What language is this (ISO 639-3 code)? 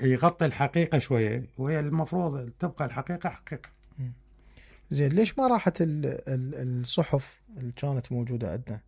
acm